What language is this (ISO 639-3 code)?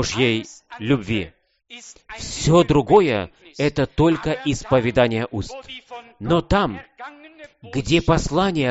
rus